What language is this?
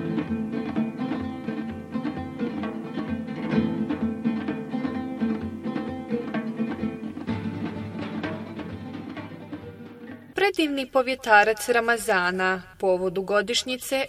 Bosnian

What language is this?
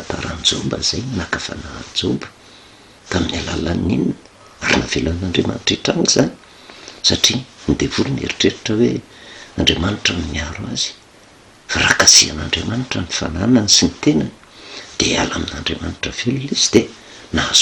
Malagasy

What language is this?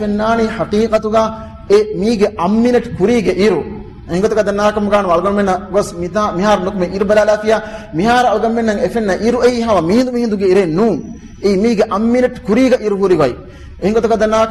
Divehi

